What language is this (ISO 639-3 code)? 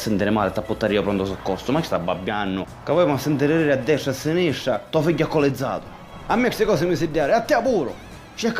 scn